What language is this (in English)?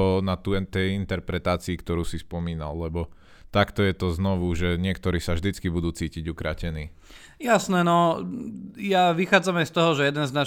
Slovak